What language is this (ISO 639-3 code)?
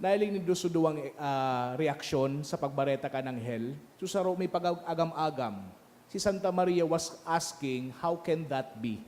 bik